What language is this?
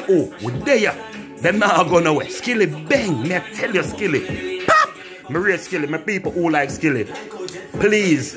Jamaican Creole English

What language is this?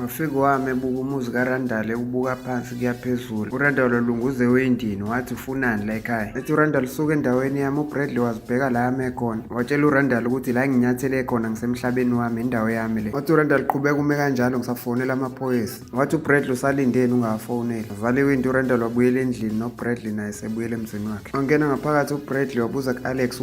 Zulu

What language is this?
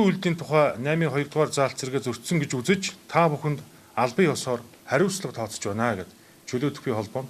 Mongolian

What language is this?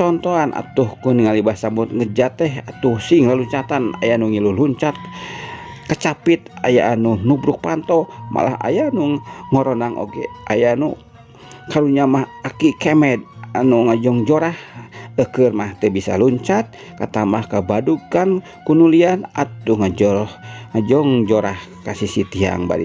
Sundanese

